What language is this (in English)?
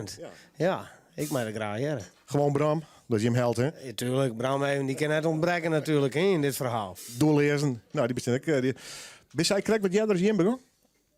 Western Frisian